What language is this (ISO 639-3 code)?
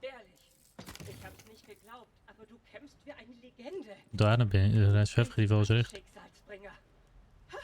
gsw